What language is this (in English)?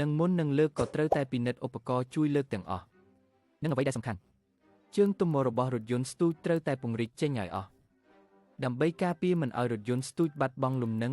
Khmer